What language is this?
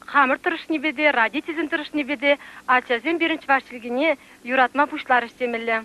Chuvash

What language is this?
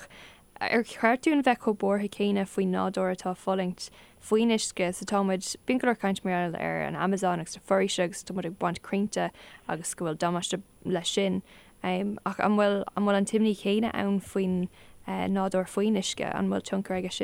Irish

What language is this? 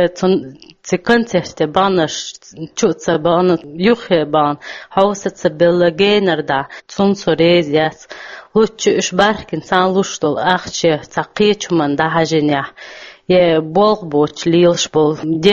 Chechen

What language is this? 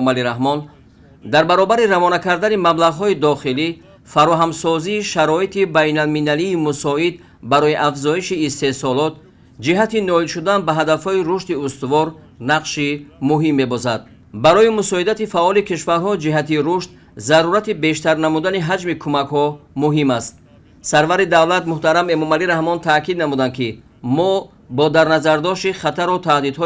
Tajik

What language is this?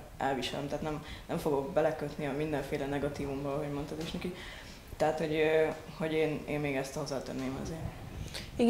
Hungarian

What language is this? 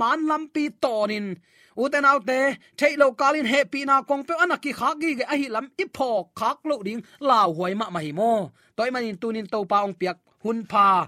Tedim Chin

